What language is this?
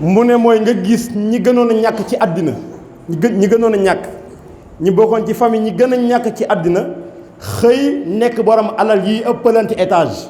Wolof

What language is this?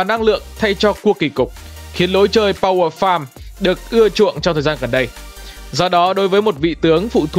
Vietnamese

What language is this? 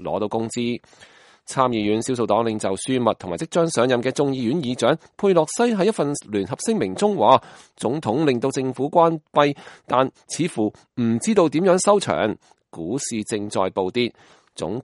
Cantonese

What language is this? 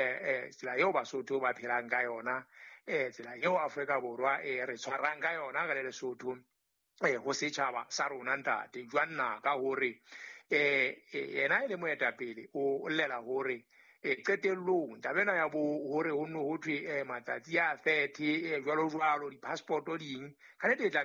Southern Sotho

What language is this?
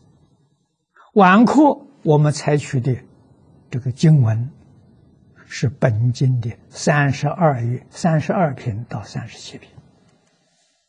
Chinese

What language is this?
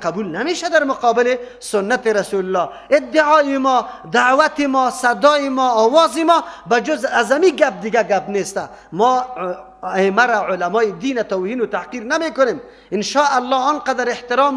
Persian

